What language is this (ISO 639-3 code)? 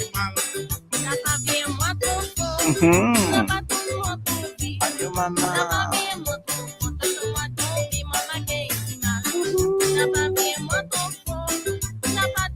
mfe